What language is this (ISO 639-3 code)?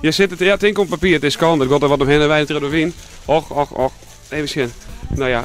fry